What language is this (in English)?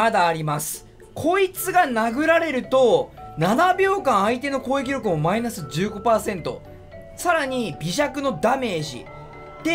Japanese